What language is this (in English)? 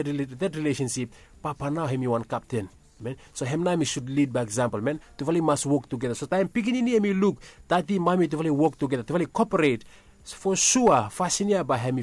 Bislama